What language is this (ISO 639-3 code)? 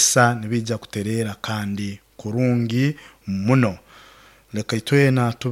nyo